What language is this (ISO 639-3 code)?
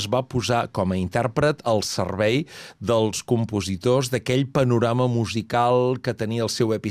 cat